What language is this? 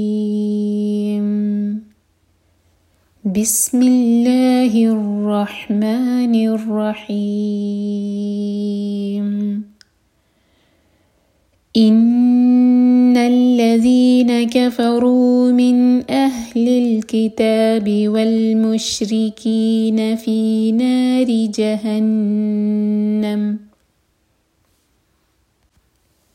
Urdu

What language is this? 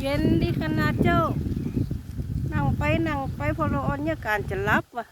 Lao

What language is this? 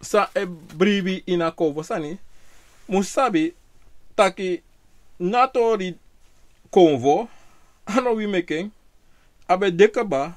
Sranan Tongo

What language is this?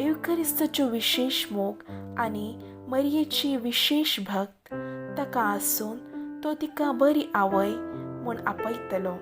Konkani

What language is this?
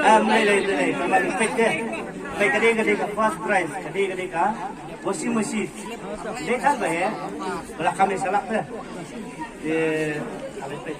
Khasi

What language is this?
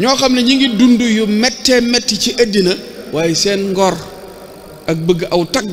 Wolof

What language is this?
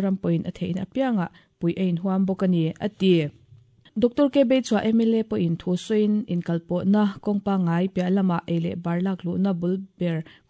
Mizo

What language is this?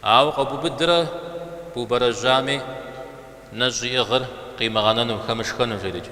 Kabardian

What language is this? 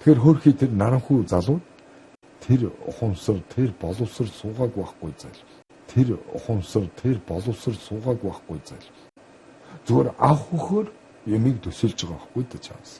Mongolian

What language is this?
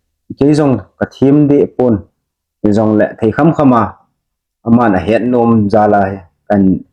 Hmar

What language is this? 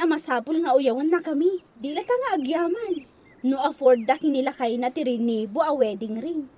Iloko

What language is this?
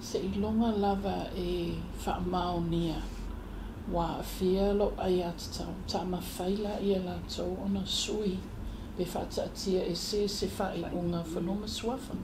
Samoan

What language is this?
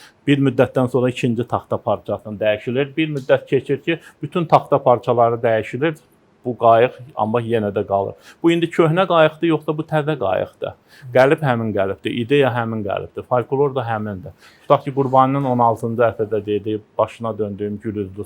Azerbaijani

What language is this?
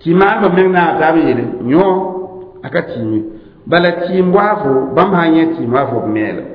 Mossi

